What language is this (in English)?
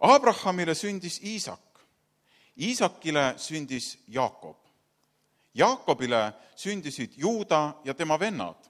Estonian